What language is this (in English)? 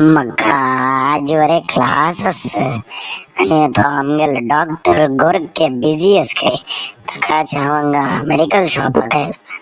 Konkani